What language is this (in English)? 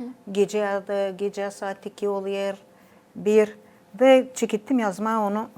Gagauz